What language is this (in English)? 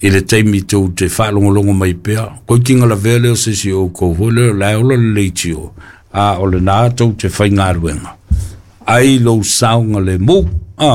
Samoan